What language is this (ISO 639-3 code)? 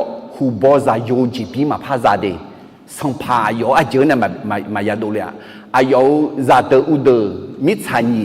ahk